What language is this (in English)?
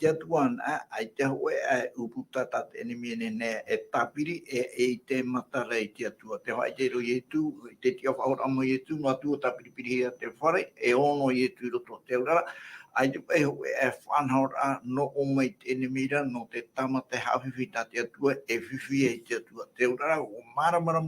Tahitian